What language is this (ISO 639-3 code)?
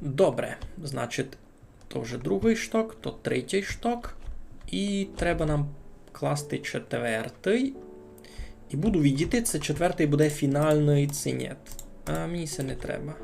rue